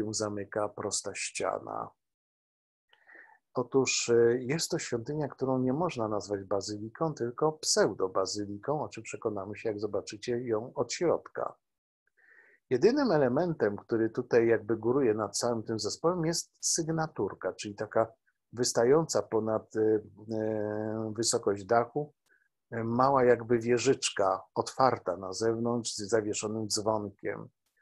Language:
Polish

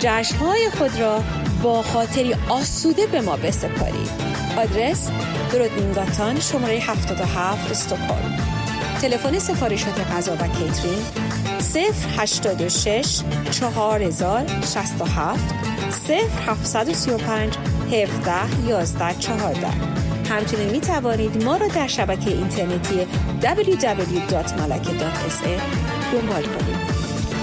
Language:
Persian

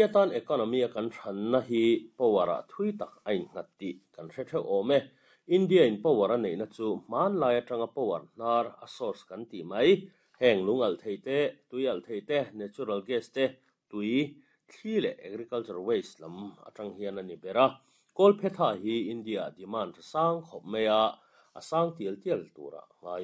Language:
Mizo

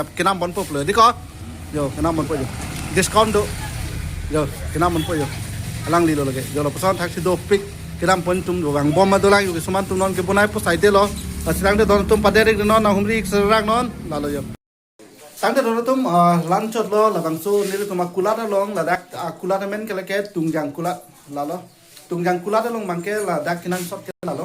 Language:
Karbi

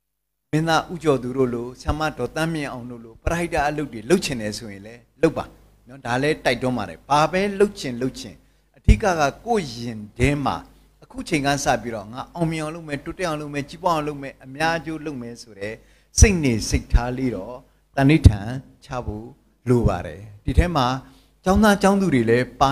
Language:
Burmese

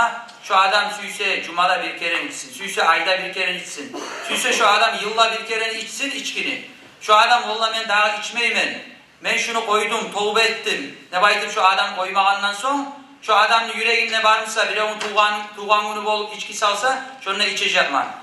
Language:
Kumyk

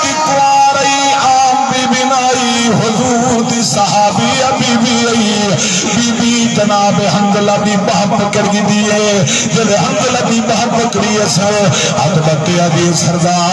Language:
Saraiki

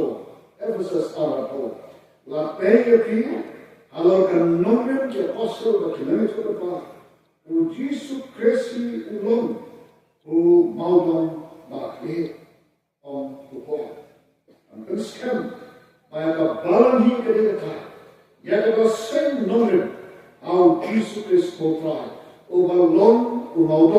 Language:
Khasi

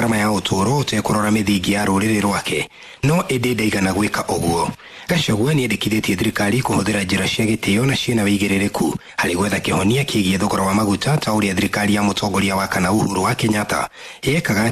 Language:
Kikuyu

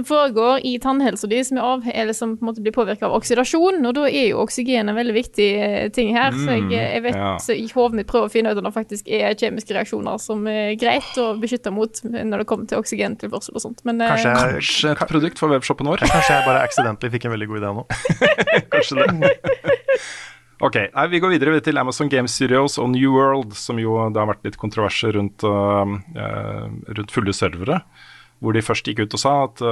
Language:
Norwegian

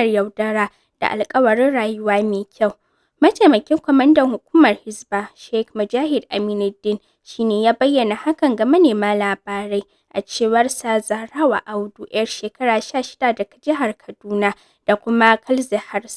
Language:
Hausa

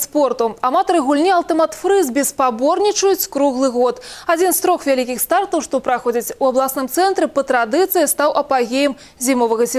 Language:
Belarusian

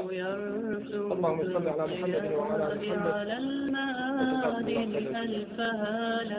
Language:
Bosnian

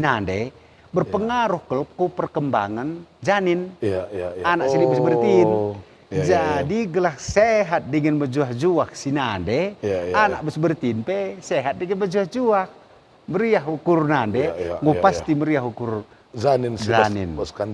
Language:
Batak Karo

